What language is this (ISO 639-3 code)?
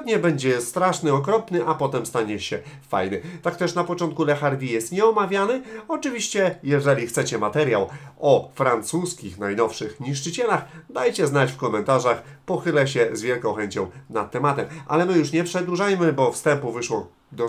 pol